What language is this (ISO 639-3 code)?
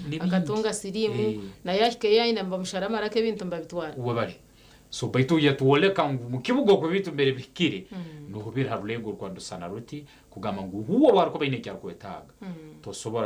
nyn